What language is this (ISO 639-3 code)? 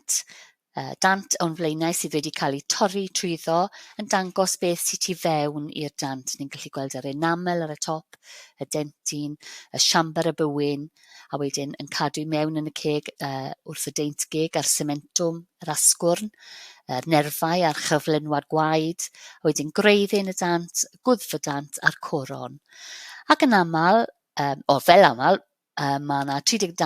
cym